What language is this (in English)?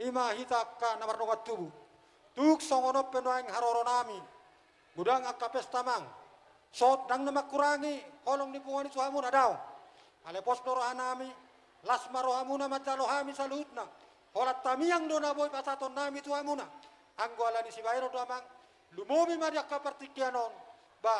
Batak Toba